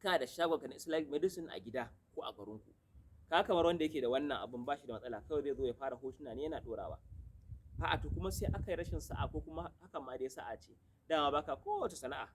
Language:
Hausa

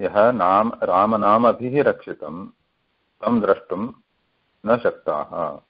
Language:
Sanskrit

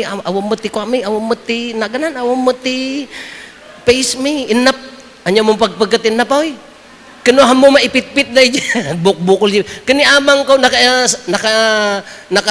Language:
Iloko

